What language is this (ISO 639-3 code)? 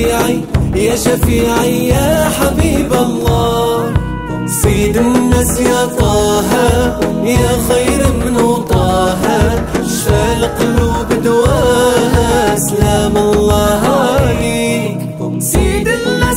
ara